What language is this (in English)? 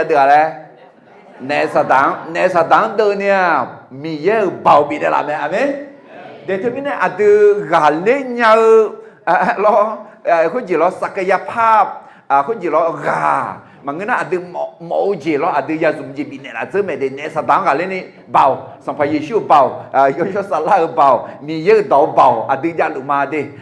Akha